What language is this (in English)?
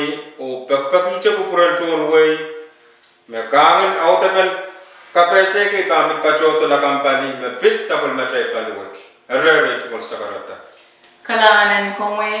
Pohnpeian